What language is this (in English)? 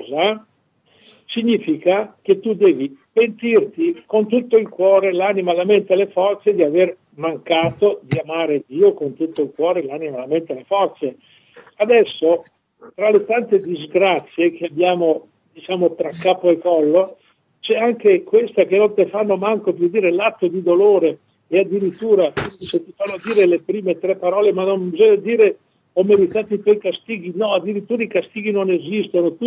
Italian